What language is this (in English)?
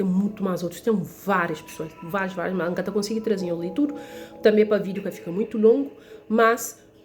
Kabuverdianu